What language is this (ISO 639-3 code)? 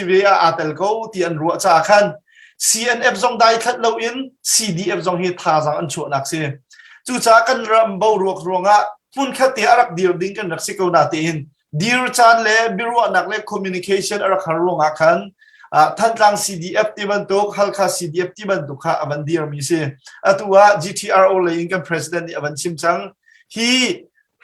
cnh